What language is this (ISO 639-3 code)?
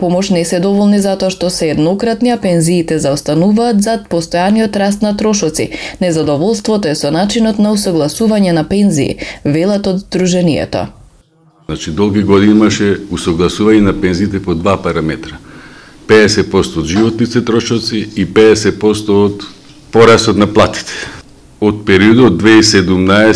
mkd